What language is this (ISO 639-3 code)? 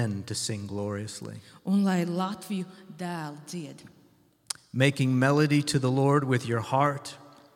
lav